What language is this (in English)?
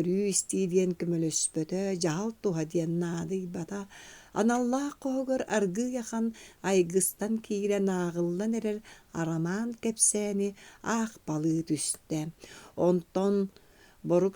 Yakut